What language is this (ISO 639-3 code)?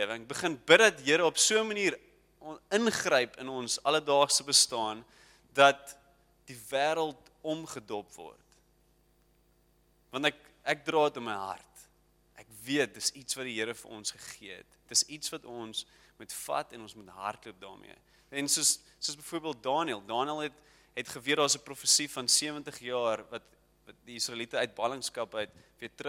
afr